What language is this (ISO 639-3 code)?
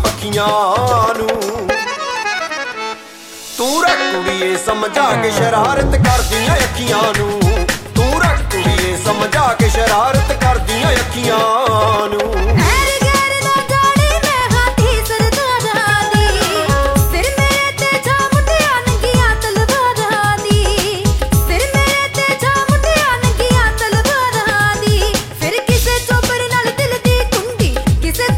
pan